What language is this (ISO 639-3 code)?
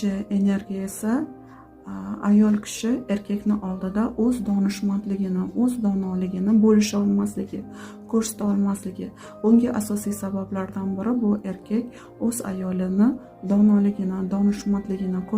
uzb